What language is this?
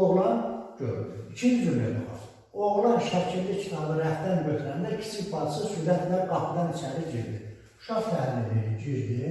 Azerbaijani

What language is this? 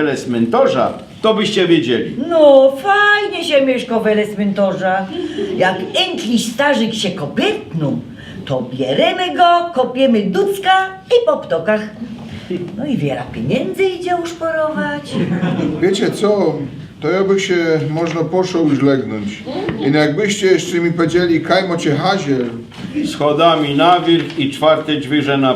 Silesian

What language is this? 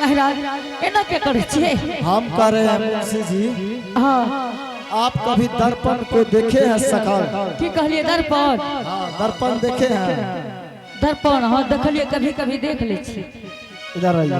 Angika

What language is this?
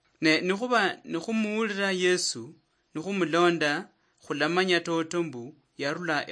Luyia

